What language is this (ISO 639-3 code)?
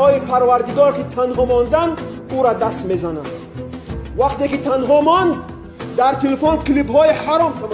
tgk